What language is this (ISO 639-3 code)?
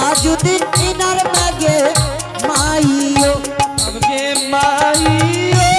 anp